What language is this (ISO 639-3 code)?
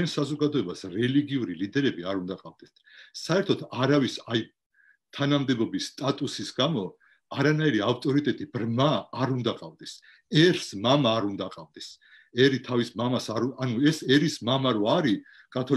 kat